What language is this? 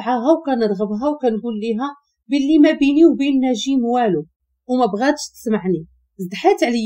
Moroccan Arabic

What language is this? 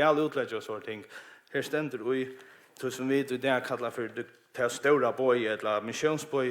Faroese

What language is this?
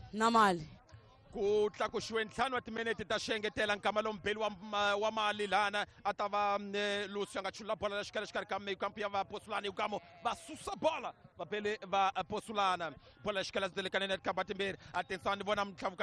Tsonga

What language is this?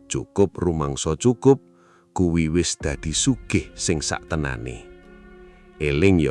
Javanese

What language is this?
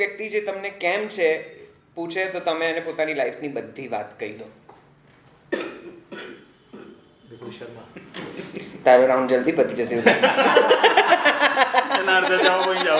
Gujarati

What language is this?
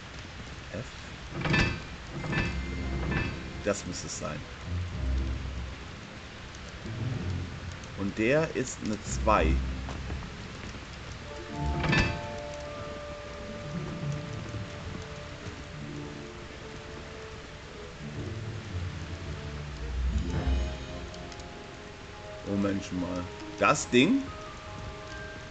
German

